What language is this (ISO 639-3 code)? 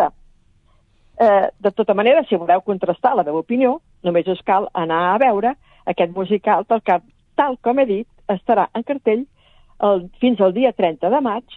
cat